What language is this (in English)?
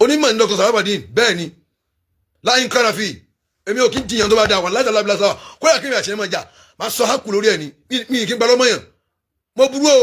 Yoruba